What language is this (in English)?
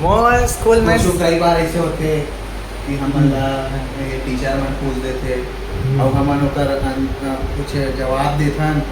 Chhattisgarhi